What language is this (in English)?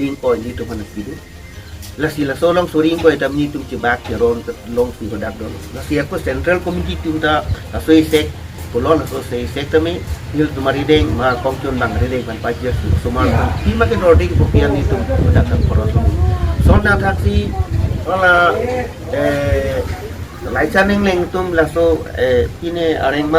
Karbi